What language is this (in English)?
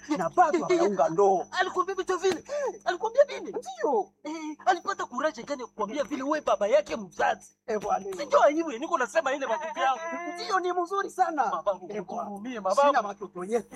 Swahili